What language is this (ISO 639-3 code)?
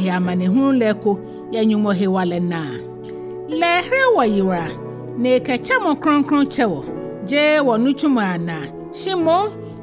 gaa